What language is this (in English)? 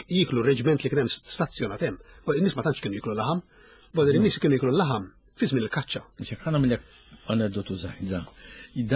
Maltese